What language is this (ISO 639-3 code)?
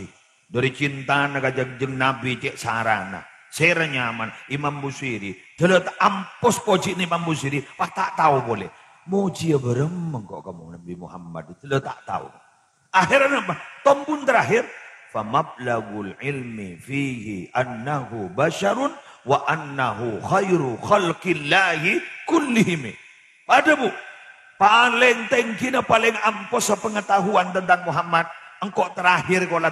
mad